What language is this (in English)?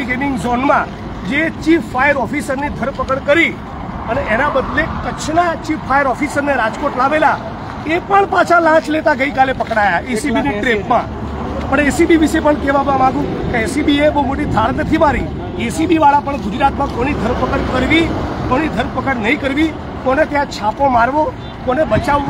Gujarati